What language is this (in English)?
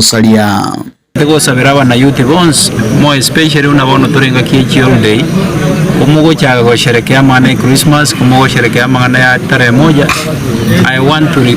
Gusii